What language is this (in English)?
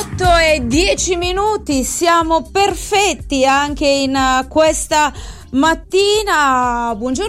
Italian